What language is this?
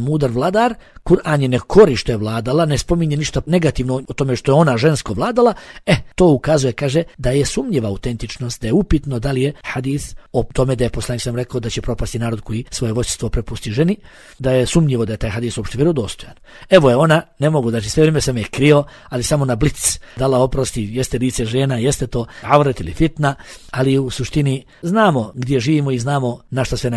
Bosnian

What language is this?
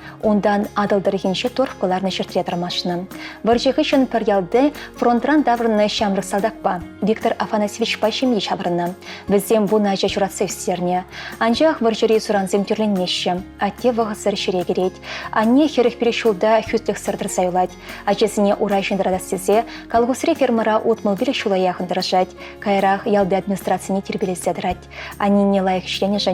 Chuvash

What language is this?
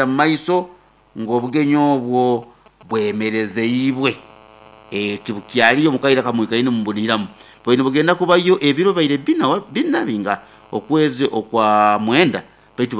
Nyoro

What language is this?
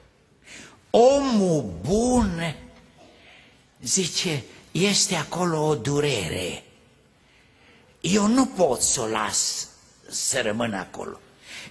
Romanian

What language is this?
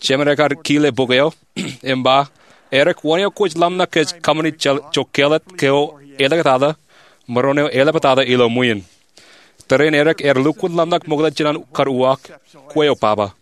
Marshallese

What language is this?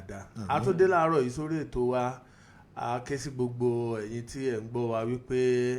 Yoruba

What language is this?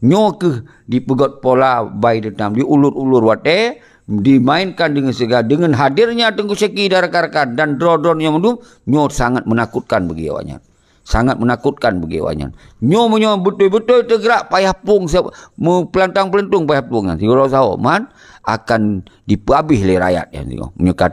Achinese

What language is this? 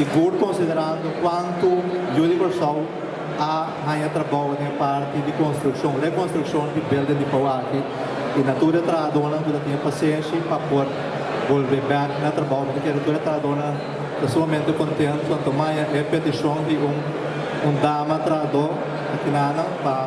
Papiamento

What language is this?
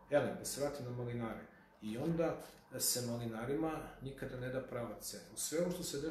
Serbian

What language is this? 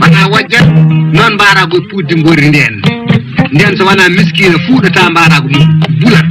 Fula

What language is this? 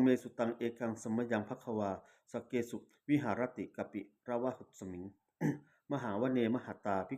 Pali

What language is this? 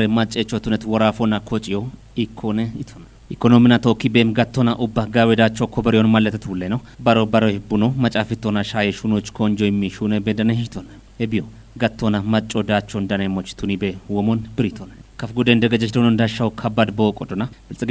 Kafa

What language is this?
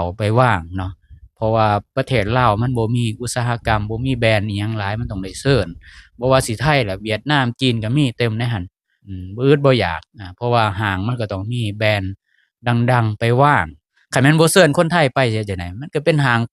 Lao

